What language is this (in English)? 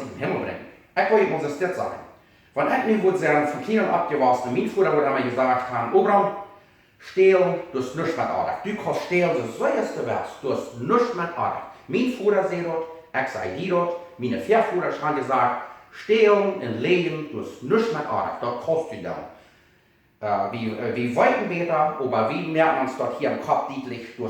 Plautdietsch